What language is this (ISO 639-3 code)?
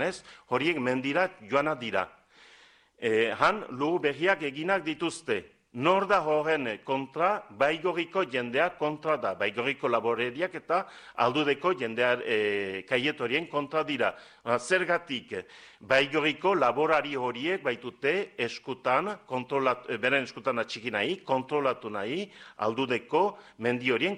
eus